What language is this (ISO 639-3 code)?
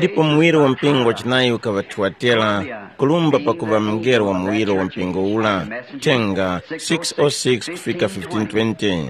tum